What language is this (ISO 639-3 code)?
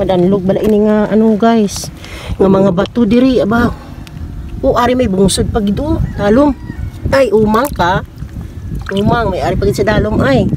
hil